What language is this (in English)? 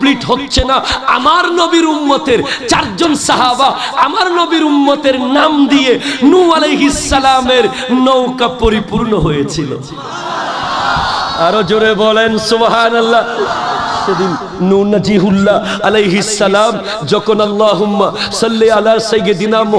Bangla